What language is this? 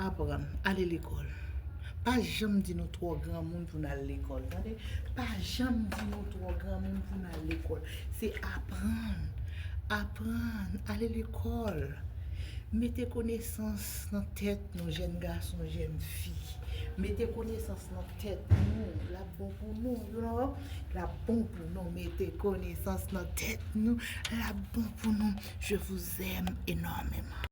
Haitian Creole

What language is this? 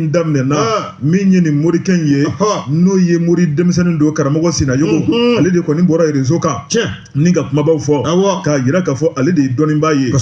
Bambara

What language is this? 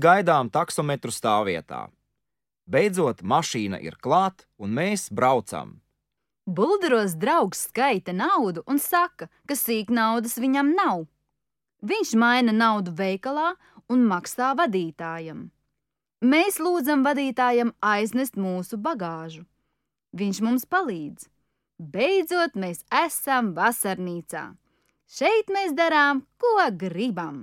Latvian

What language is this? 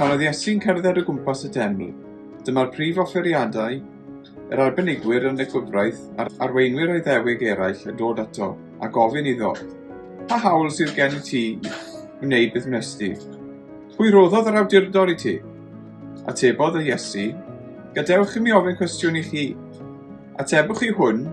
Welsh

